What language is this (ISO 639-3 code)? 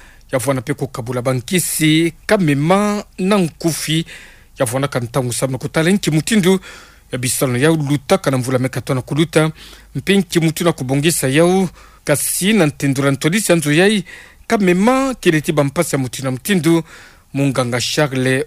ktu